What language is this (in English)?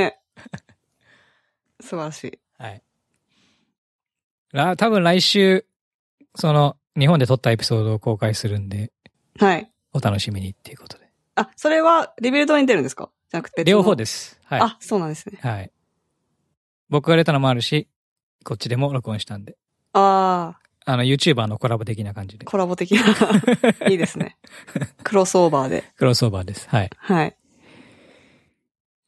Japanese